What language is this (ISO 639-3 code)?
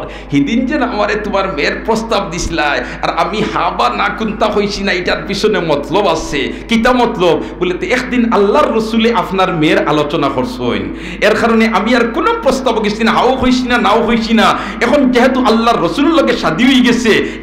syl